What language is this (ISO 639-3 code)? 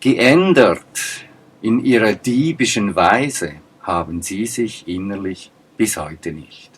gsw